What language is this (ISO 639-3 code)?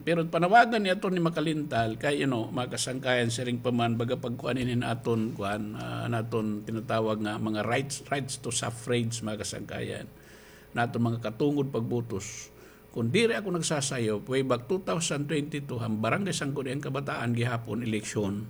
war